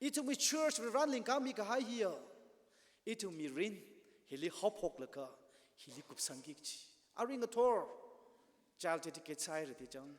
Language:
Tangkhul Naga (India)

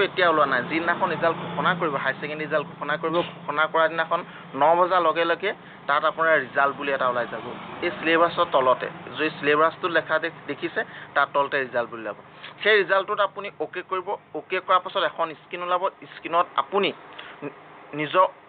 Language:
Assamese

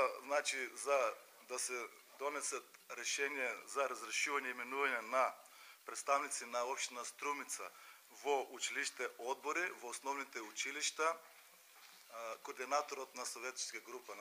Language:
Macedonian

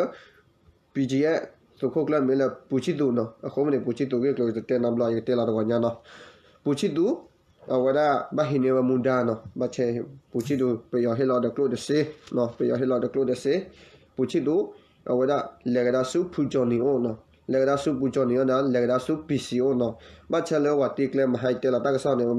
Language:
S'gaw Karen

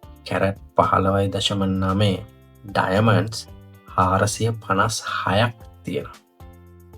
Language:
Sinhala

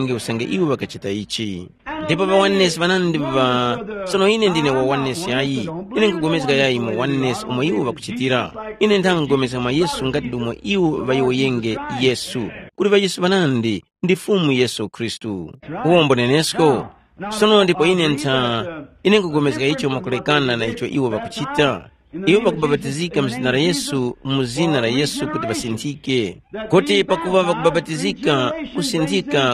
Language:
Tumbuka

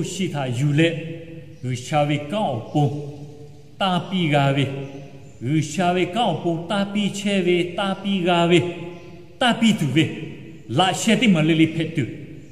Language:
Lahu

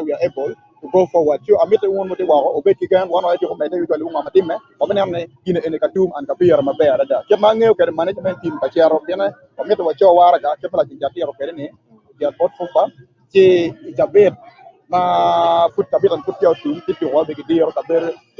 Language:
Acoli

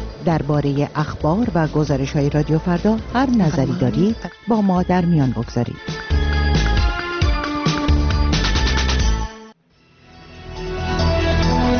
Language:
Persian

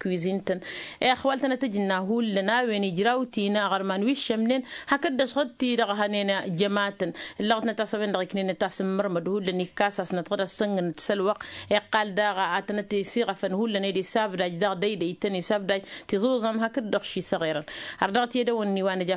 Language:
Tamasheq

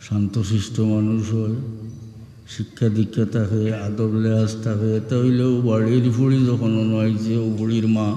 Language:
Sylheti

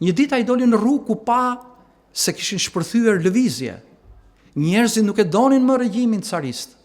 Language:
Albanian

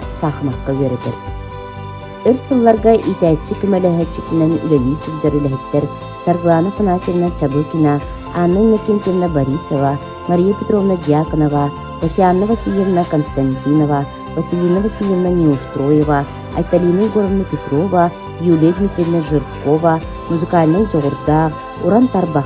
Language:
Yakut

